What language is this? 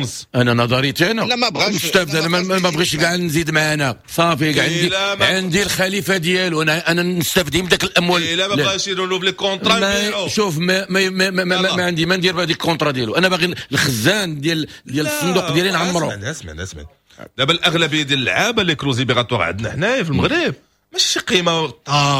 Moroccan Arabic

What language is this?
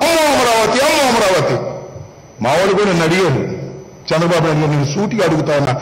Telugu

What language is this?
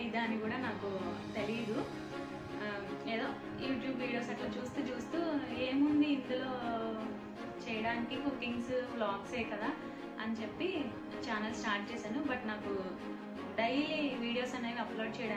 Telugu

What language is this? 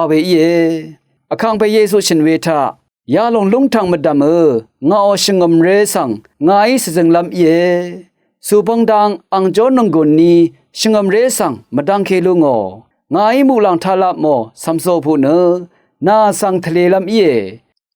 Rawang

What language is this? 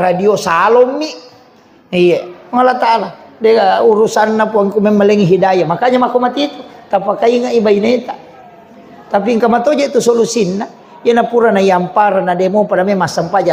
Buginese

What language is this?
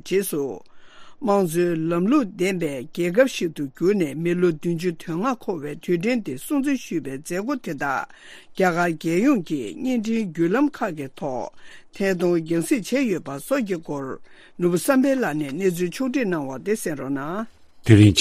Tibetan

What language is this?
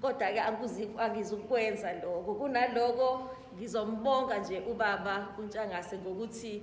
Zulu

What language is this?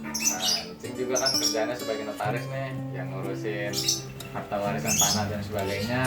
Betawi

